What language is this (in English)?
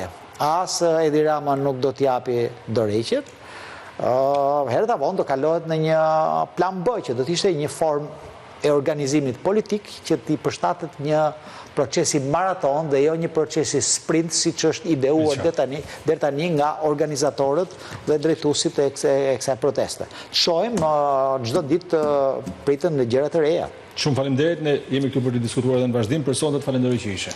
Albanian